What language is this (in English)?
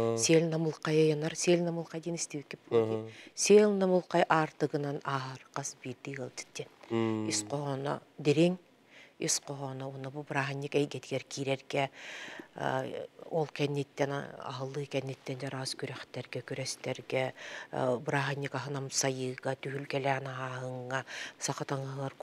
Yakut